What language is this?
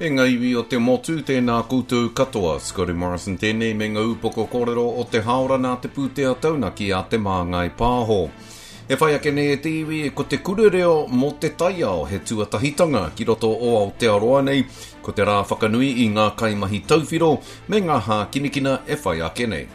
Māori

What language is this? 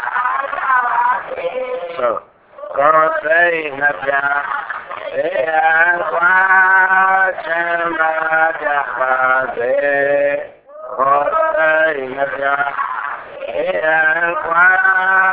Burmese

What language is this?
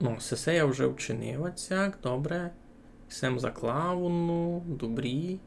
Rusyn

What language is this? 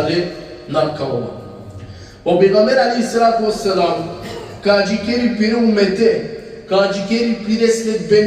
Balkan Romani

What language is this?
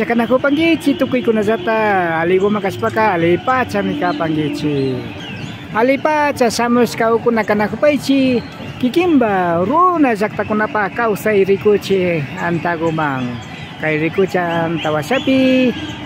Imbabura Highland Quichua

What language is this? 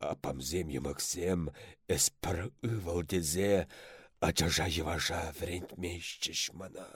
Chuvash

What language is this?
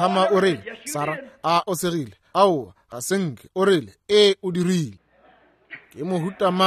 Northern Sotho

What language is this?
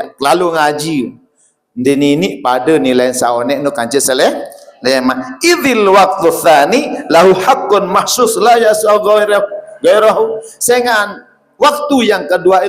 Sasak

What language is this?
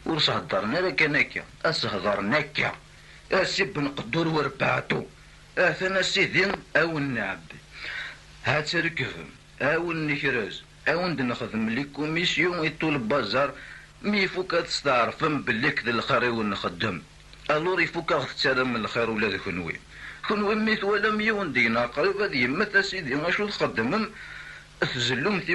Kabyle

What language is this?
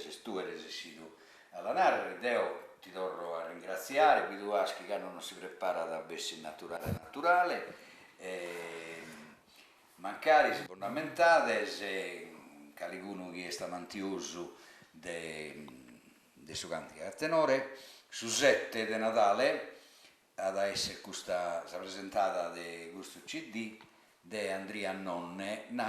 Sardinian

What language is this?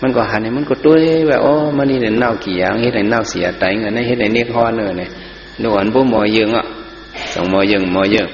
Shan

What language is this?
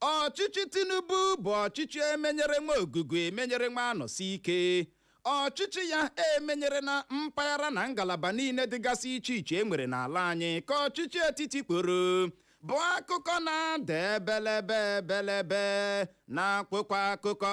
Igbo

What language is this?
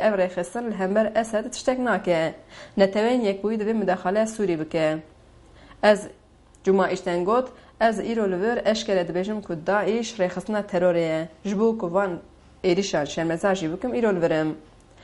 Kurdish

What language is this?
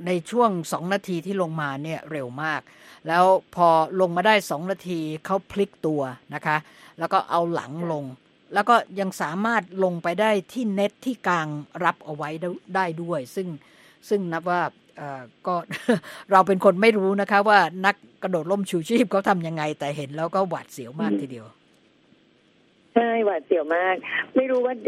Thai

